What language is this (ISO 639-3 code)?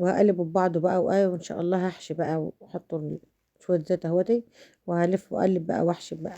arz